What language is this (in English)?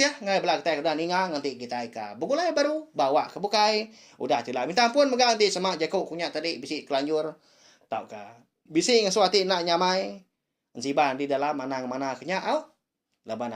Iban